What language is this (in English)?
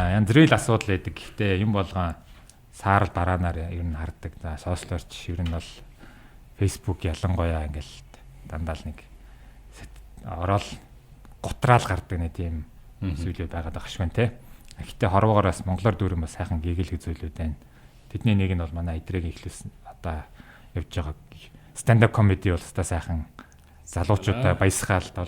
Mongolian